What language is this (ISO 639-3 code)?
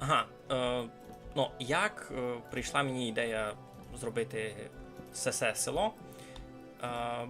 rue